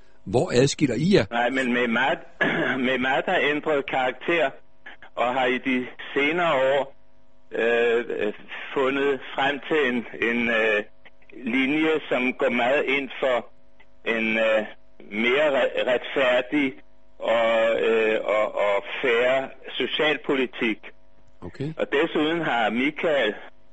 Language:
Danish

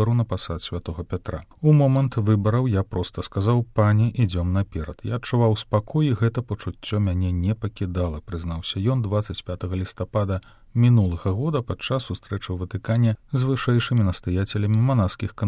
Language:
Belarusian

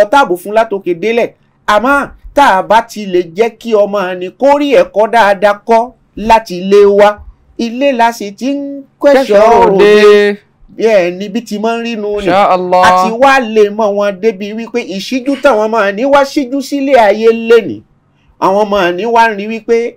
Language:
Yoruba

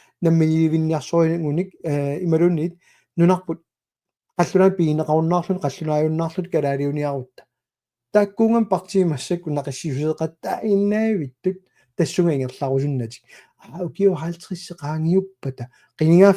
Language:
Kalaallisut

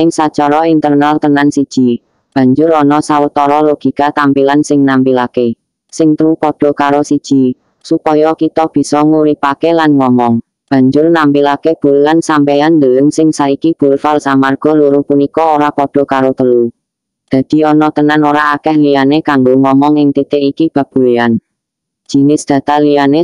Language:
Javanese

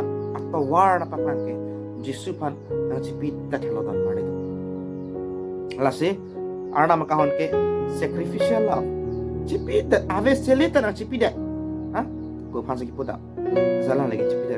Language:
Karbi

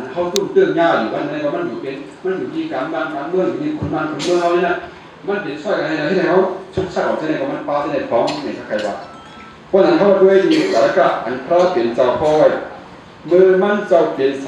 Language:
Shan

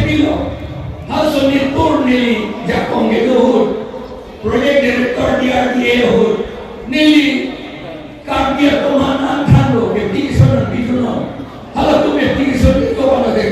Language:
Karbi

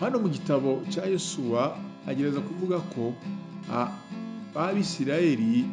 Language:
Kinyarwanda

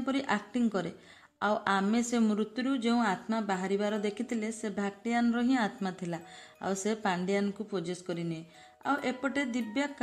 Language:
Odia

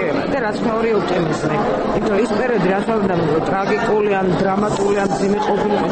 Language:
Georgian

